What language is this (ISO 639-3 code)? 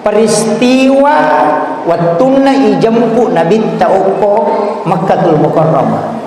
bug